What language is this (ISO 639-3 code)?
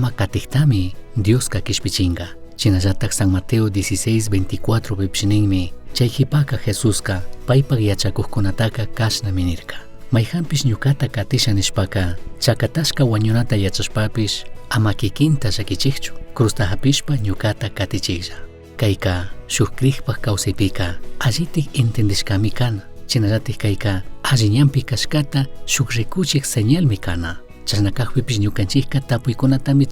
qug